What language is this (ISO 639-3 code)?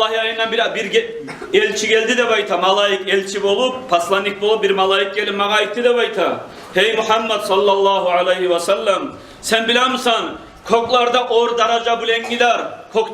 kum